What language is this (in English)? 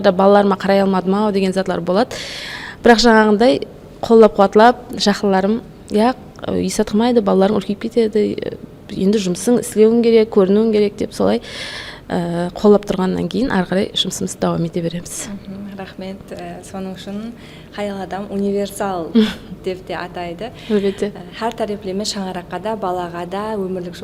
Kara-Kalpak